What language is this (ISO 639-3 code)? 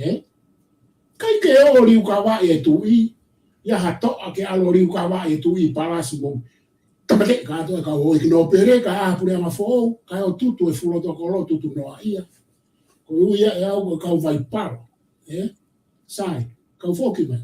ton